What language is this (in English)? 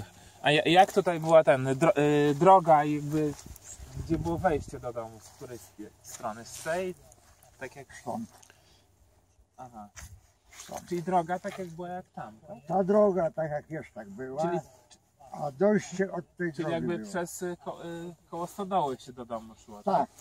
Polish